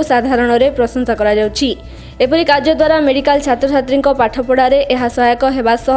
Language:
Odia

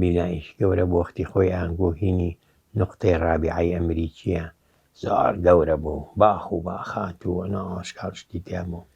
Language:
Central Kurdish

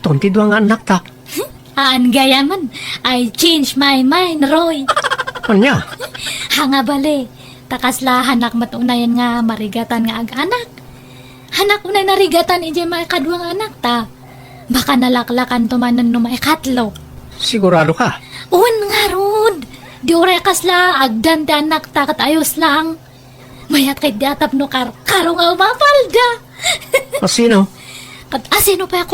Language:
Iloko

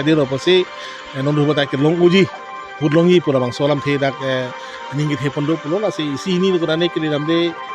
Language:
Karbi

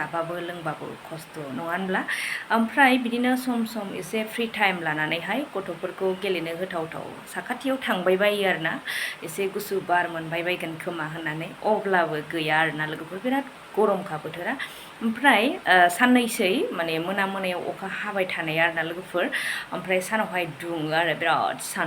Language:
Bodo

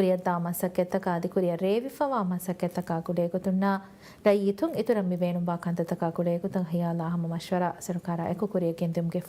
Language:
Divehi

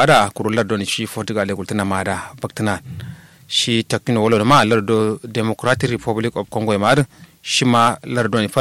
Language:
Kanuri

